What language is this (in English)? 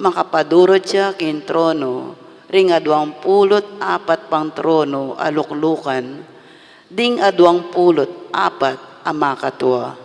Pampanga